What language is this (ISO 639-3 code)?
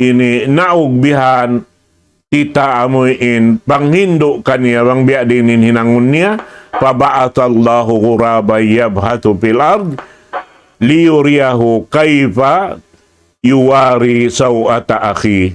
tsg